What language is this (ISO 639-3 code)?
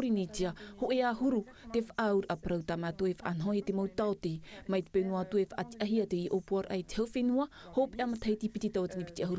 tah